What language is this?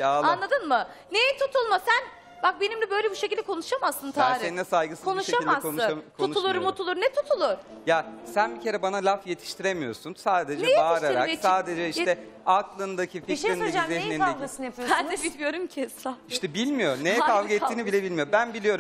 Turkish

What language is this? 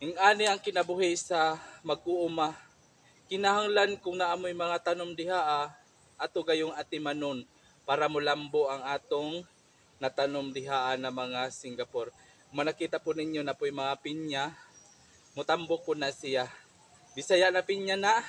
Cebuano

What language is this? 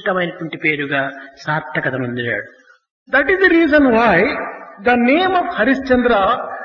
Telugu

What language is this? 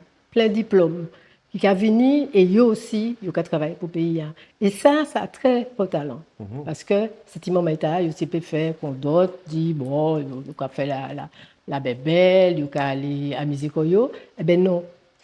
Guadeloupean Creole French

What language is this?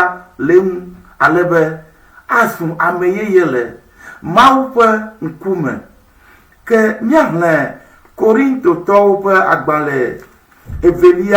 Ewe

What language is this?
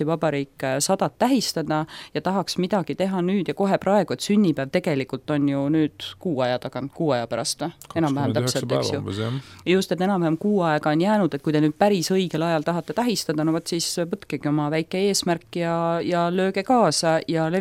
Estonian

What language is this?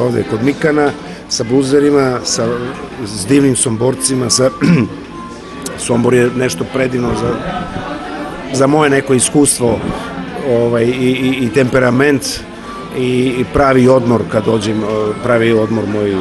Serbian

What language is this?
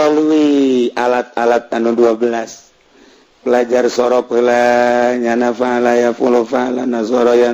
Sundanese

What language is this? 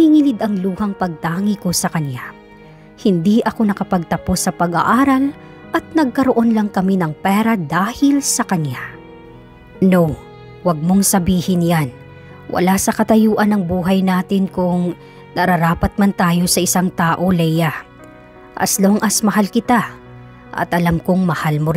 Filipino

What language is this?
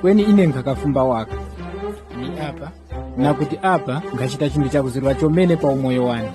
Tumbuka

